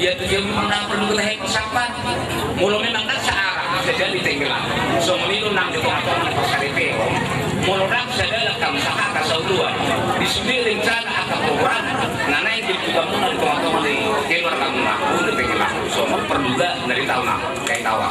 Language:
Batak Toba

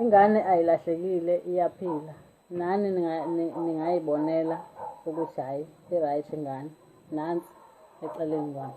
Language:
Zulu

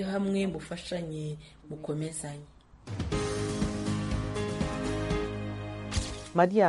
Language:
Kinyarwanda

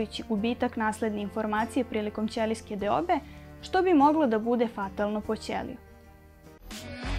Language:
Serbian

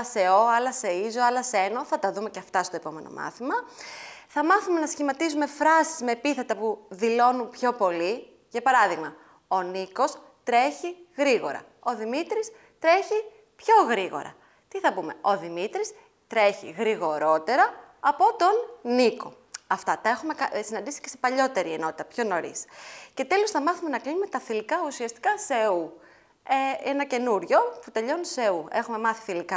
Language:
Greek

